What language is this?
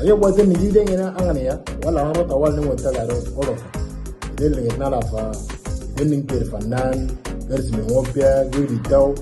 Moro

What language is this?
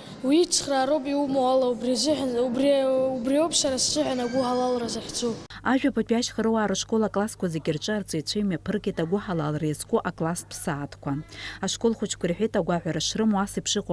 Abkhazian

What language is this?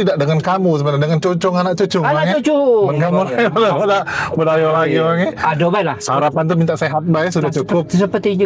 Musi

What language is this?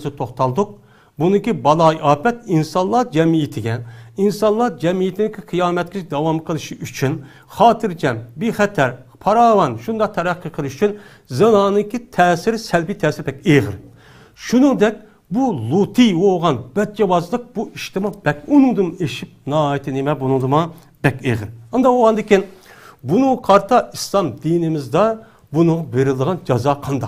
Uyghur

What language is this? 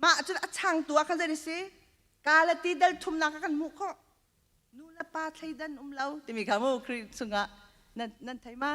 Hakha Chin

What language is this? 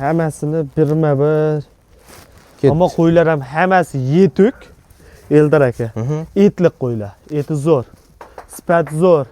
Uzbek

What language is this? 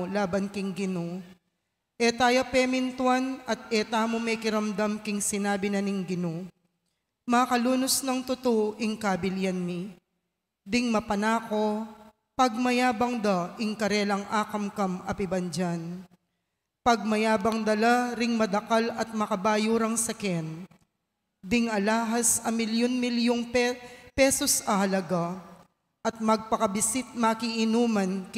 Pampanga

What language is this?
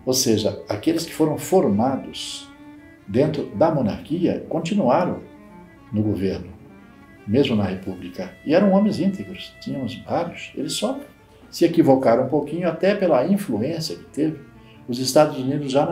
Portuguese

